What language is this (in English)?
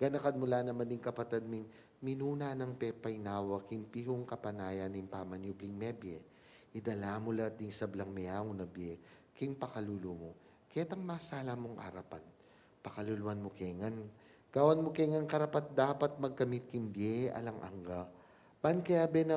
Pampanga